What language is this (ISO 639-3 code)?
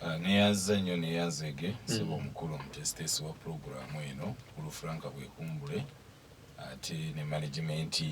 lug